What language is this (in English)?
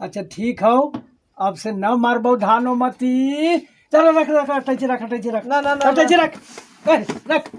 Magahi